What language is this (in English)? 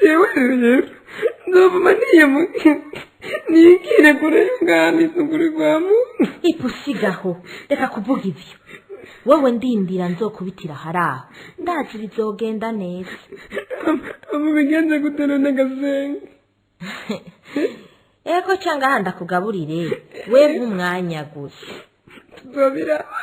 Rundi